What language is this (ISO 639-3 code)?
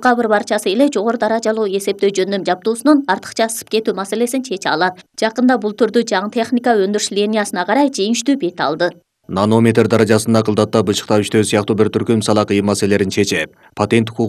kir